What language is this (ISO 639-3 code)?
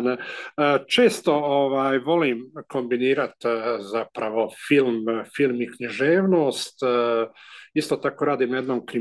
hrv